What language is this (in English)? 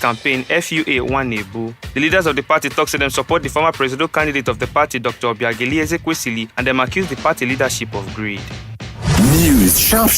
Nigerian Pidgin